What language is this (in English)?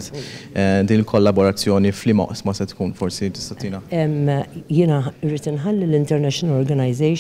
Maltese